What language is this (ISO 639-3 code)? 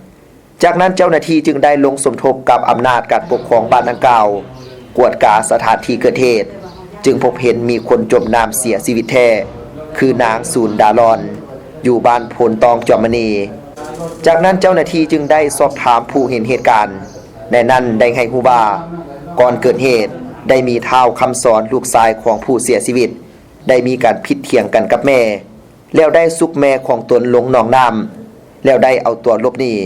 lao